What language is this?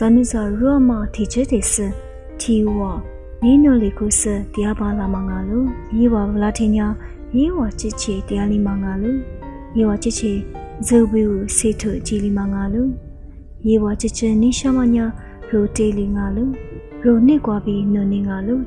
Lisu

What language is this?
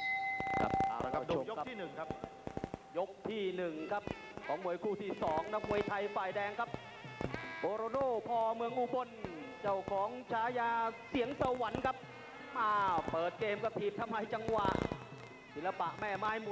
Thai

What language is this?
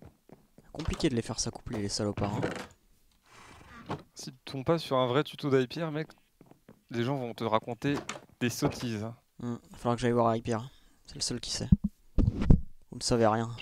French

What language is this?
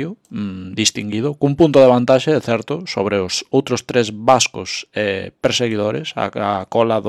Galician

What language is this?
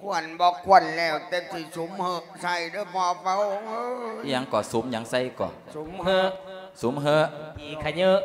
Lao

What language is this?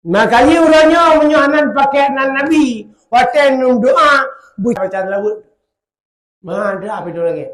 Achinese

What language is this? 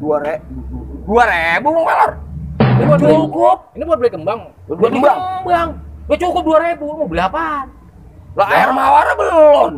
Betawi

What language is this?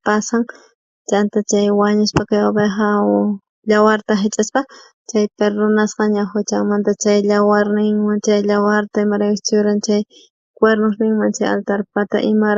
South Bolivian Quechua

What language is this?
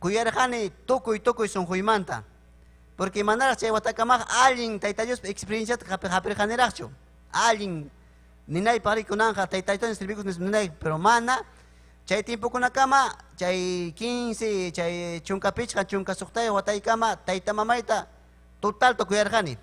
Ayacucho Quechua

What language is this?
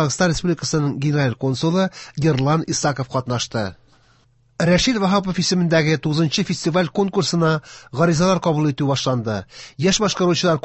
Tatar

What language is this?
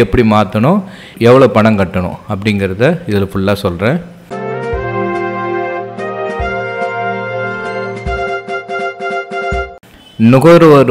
Tamil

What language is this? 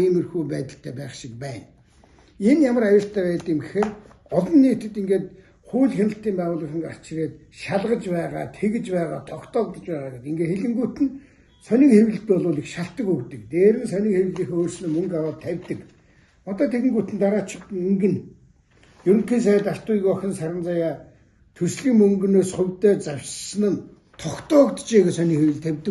Mongolian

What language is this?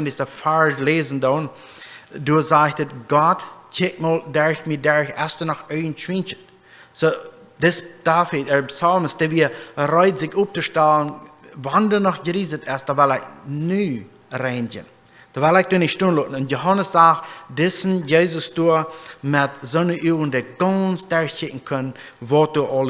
Plautdietsch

